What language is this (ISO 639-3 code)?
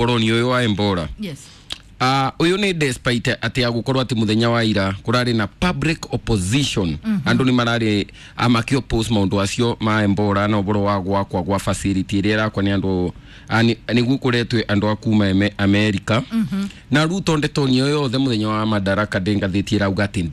kik